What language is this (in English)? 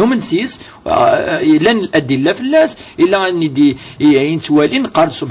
Kabyle